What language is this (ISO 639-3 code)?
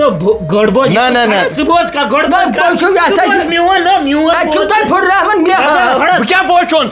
kas